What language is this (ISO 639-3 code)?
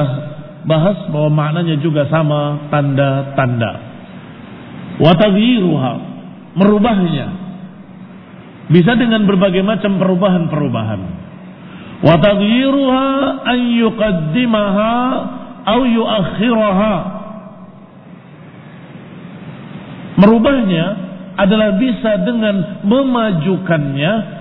ind